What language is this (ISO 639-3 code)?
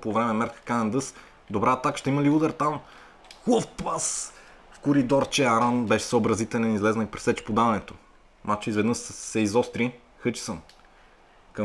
bul